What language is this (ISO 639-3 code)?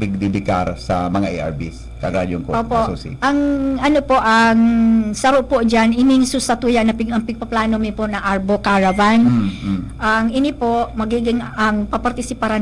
bik